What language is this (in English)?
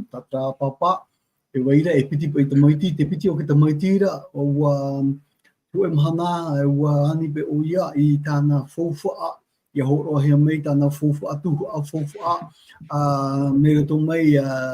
Tahitian